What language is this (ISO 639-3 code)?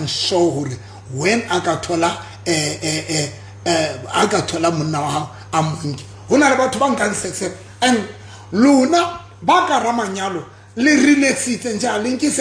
sot